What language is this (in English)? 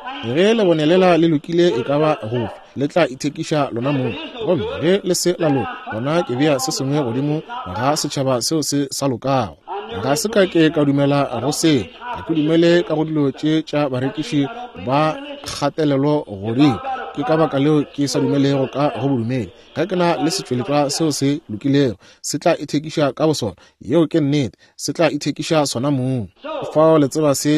Northern Sotho